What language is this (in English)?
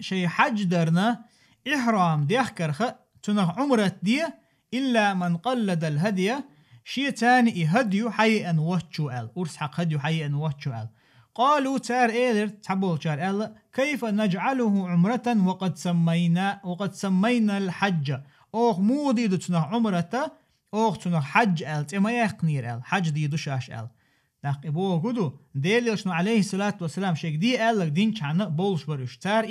Chechen